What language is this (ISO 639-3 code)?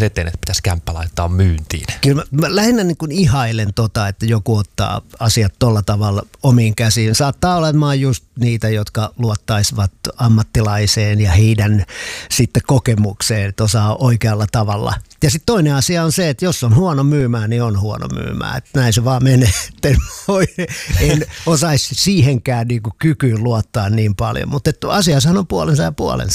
fin